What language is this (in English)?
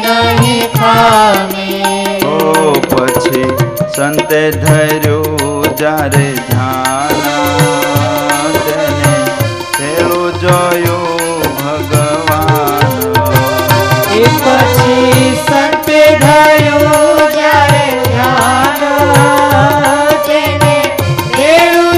Gujarati